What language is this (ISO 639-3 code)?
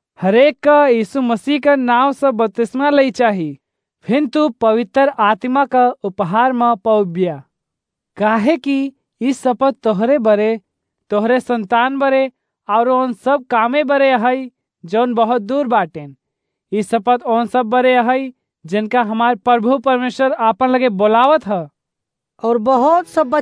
awa